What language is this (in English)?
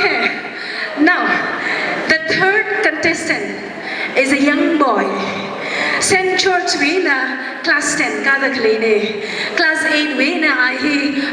Tangkhul Naga (India)